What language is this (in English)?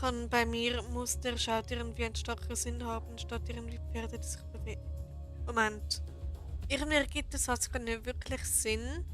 Swiss German